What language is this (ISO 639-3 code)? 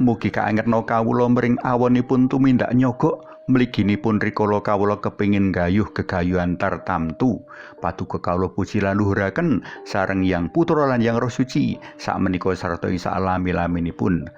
jav